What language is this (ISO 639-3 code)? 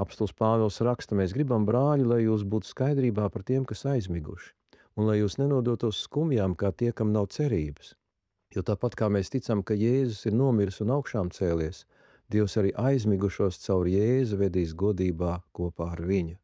lav